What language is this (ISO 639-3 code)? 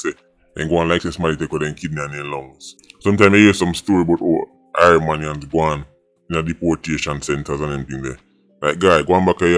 jam